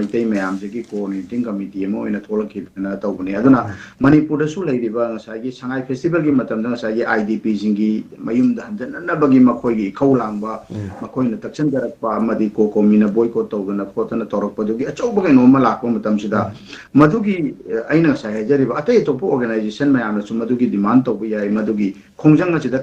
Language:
Manipuri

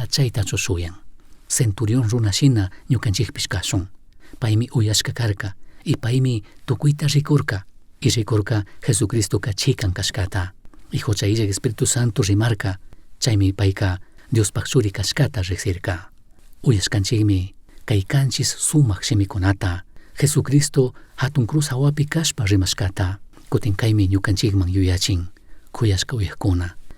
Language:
Chimborazo Highland Quichua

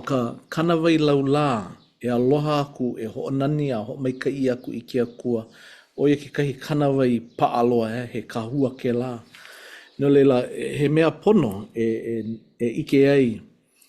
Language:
Hawaiian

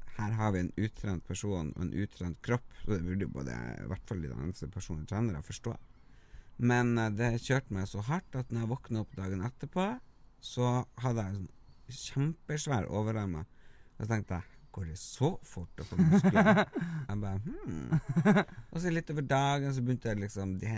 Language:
Norwegian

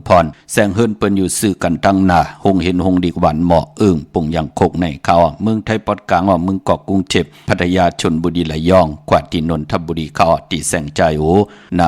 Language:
Shan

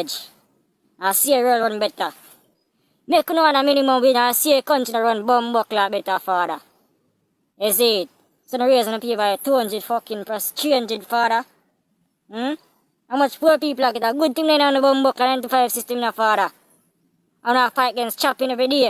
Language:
Jamaican Creole English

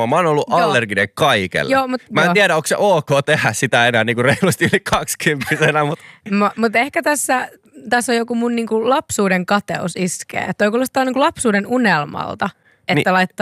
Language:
Finnish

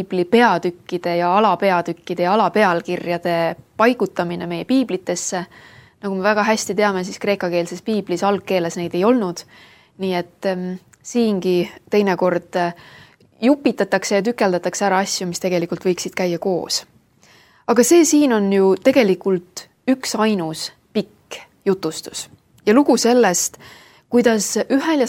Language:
Estonian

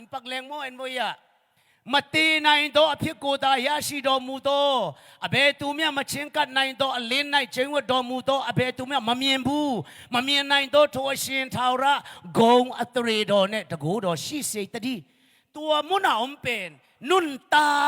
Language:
Tedim Chin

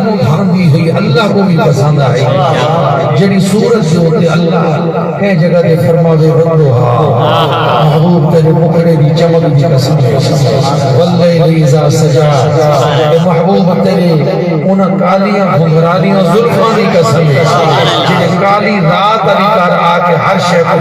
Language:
Saraiki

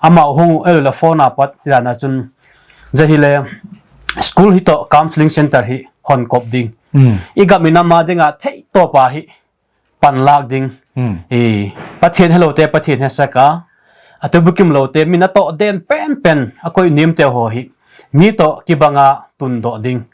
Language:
Thado Chin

